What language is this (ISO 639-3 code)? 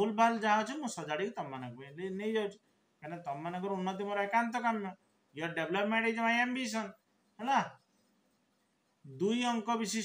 ori